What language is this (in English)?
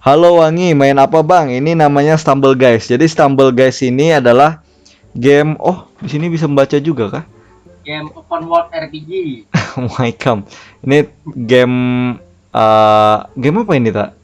Banjar